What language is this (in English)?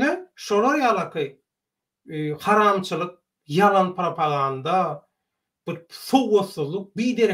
Turkmen